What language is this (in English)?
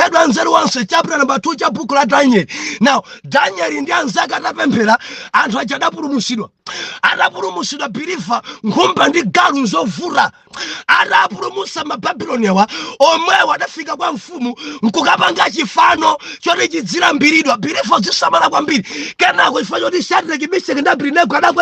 Nyanja